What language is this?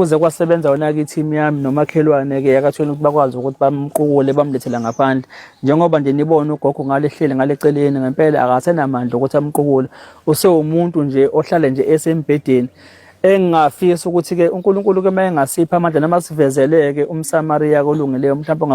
Zulu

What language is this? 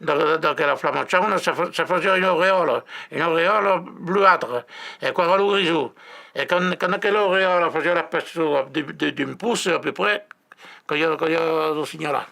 Occitan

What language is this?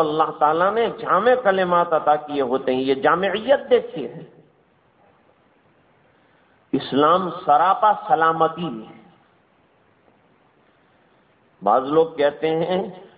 Urdu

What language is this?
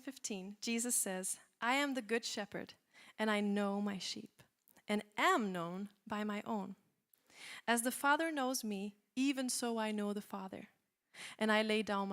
English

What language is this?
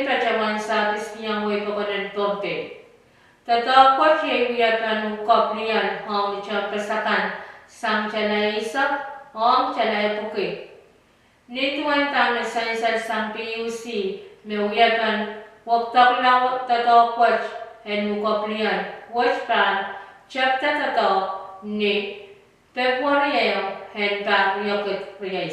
Pohnpeian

